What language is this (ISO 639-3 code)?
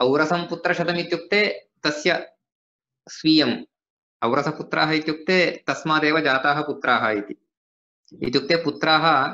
san